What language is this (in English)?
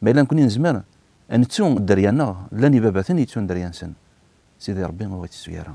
Kabyle